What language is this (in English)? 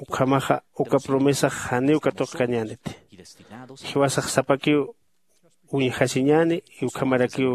Aymara